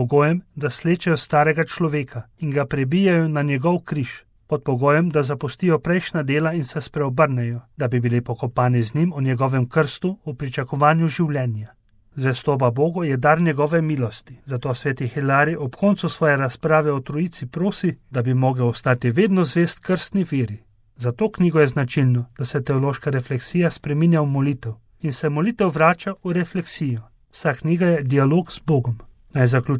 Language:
Slovenian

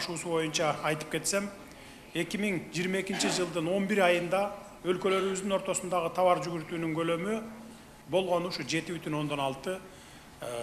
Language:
Kyrgyz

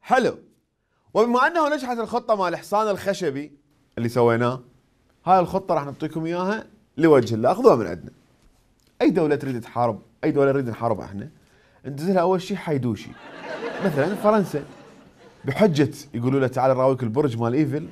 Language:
Mesopotamian Arabic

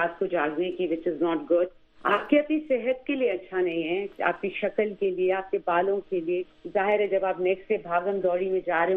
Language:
Urdu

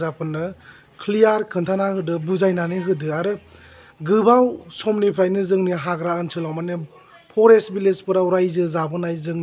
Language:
Bodo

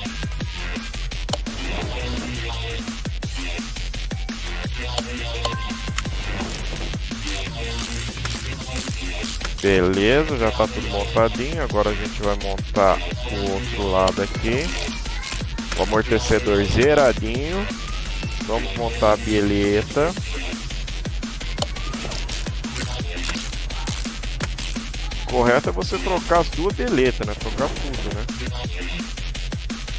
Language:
Portuguese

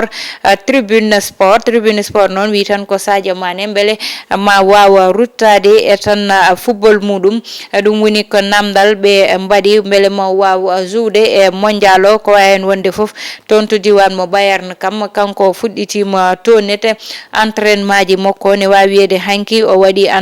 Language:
Fula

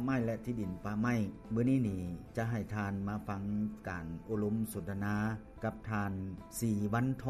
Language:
Lao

